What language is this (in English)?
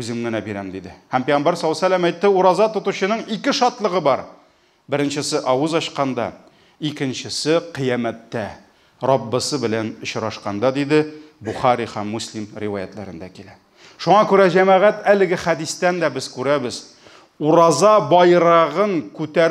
Tatar